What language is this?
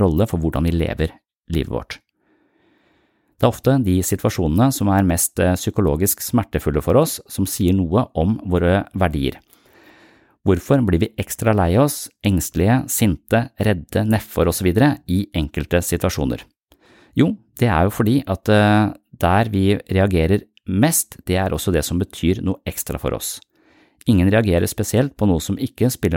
Norwegian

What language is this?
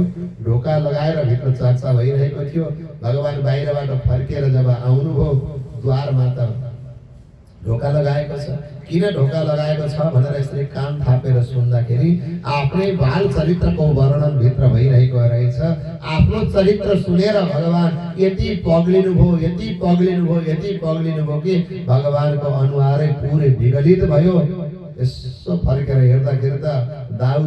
Nepali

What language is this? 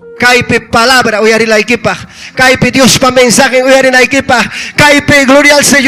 Ayacucho Quechua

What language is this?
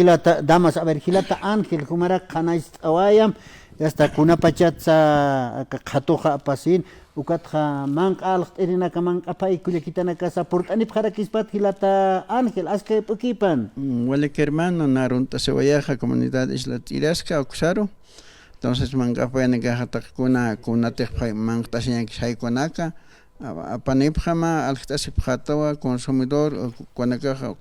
Aymara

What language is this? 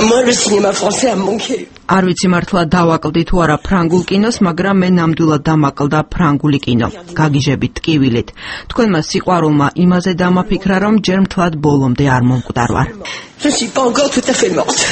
Georgian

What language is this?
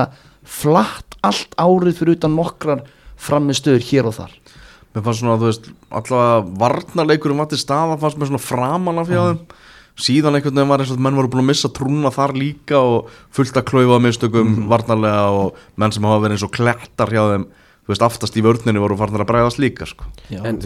Icelandic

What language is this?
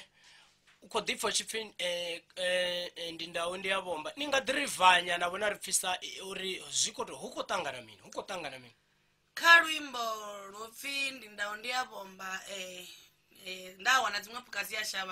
Venda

